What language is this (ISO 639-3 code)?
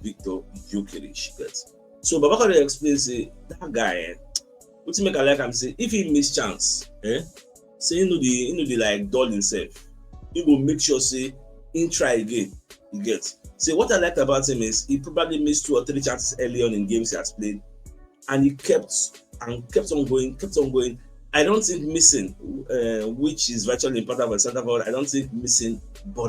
pcm